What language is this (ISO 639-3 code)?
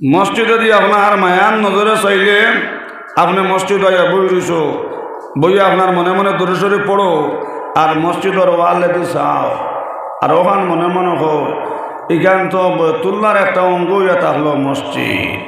syl